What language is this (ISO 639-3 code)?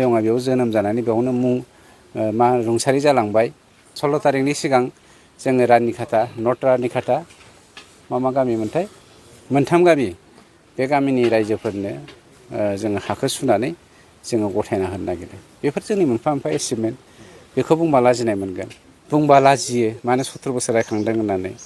brx